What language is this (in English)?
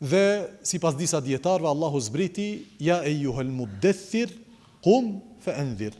Albanian